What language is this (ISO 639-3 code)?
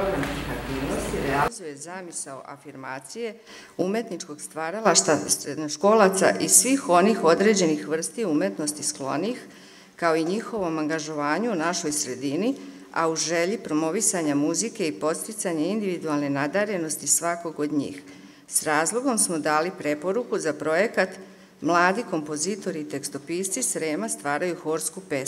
srp